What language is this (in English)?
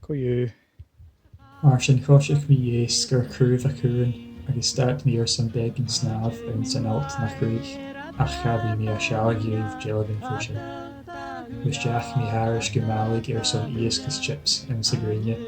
Scottish Gaelic